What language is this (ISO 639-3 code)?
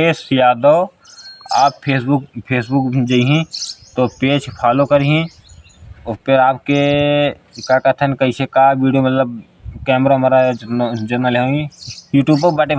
awa